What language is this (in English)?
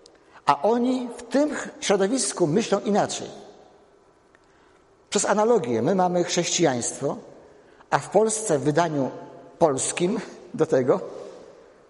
Polish